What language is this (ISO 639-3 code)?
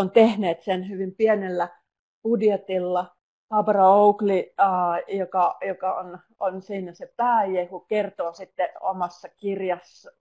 fin